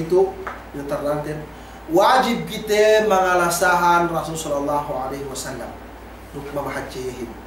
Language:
Yakan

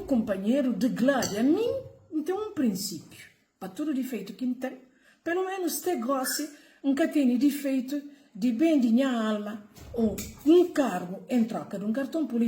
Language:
Kabuverdianu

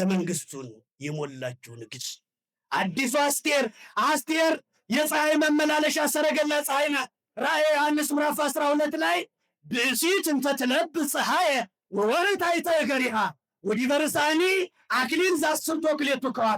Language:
Amharic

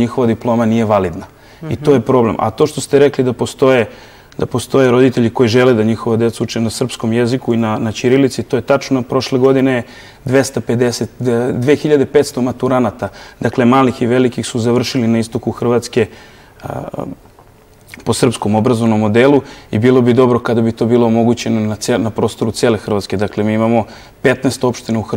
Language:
Serbian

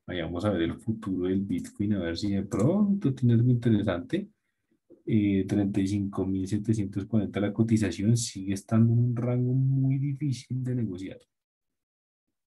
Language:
Spanish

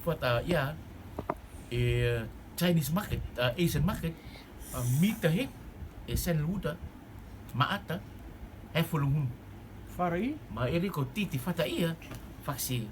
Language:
Rotuman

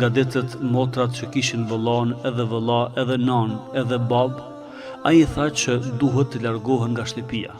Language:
Albanian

